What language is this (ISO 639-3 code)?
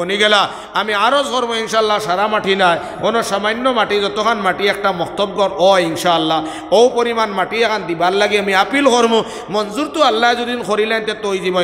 syl